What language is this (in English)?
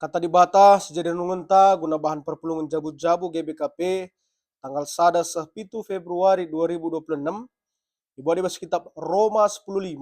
Batak Karo